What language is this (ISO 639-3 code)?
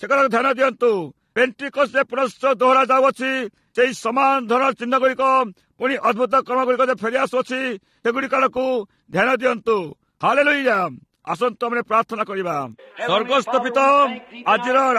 ori